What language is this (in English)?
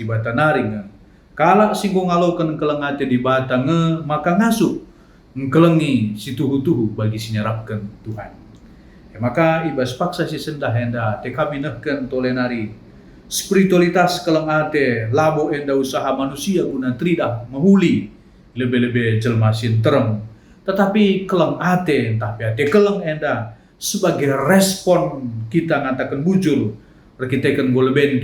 Batak Karo